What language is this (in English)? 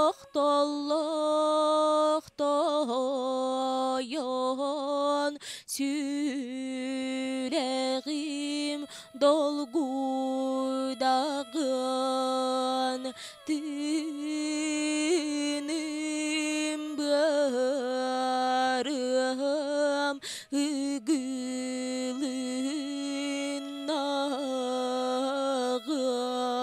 Yakut